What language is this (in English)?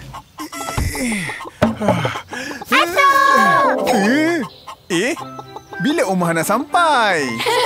Malay